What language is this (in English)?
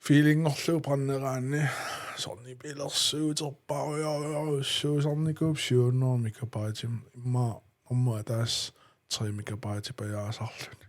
Kalaallisut